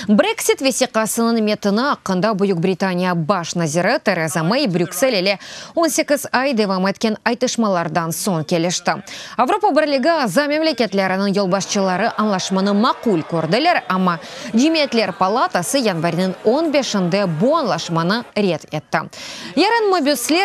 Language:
Crimean Tatar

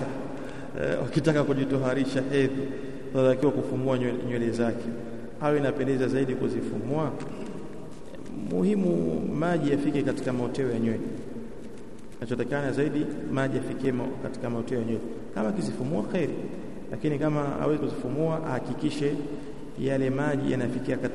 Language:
Swahili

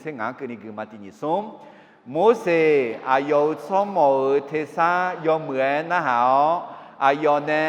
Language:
Akha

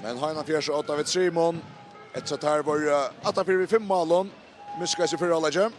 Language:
Faroese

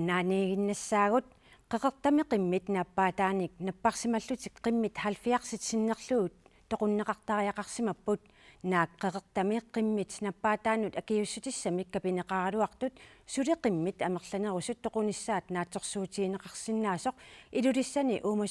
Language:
Kalaallisut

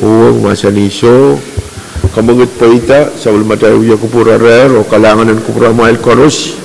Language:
Pohnpeian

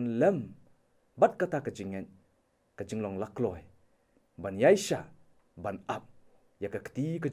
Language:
Khasi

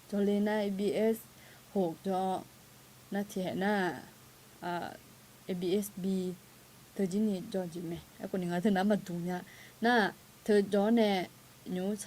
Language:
Akha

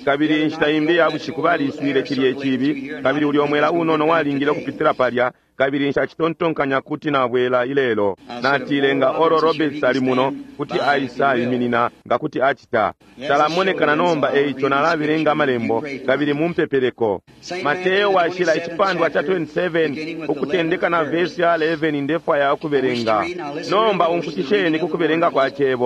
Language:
Bemba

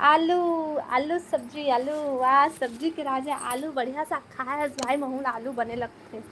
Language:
Chhattisgarhi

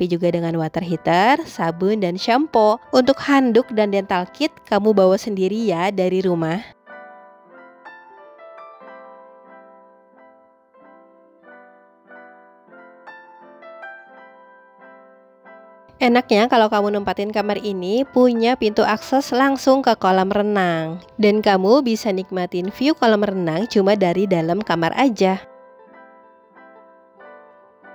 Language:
Indonesian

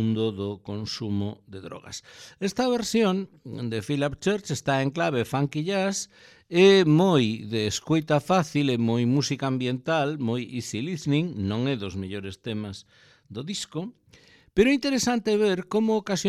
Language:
Galician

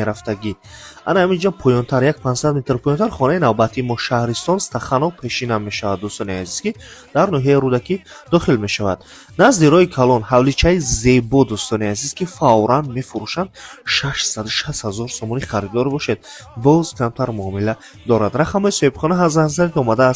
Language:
Tajik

